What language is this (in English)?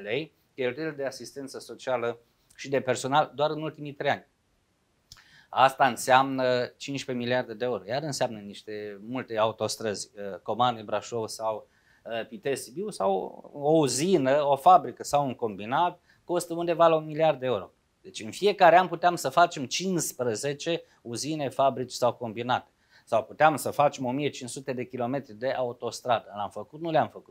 Romanian